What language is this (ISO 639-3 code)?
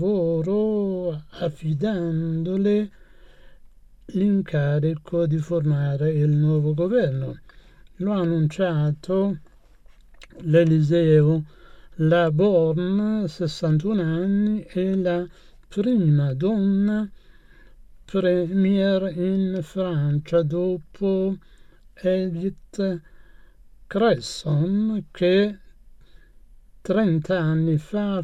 ita